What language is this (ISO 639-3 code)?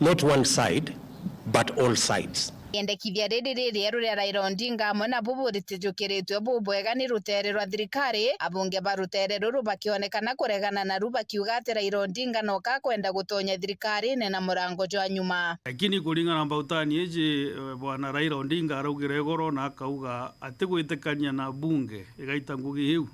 mer